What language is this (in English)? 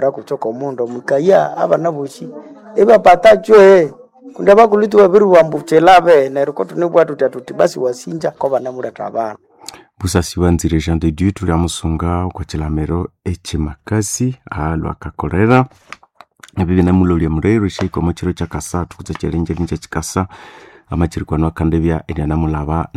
Nande